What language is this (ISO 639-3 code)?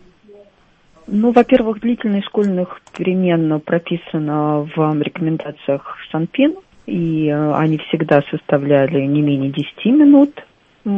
rus